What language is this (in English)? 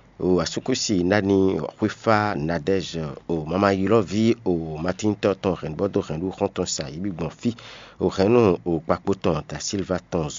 Fon